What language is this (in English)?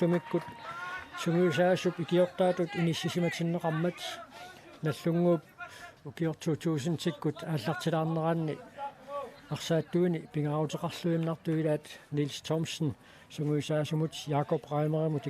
Kalaallisut